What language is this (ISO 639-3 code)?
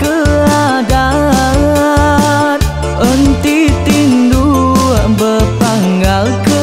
iba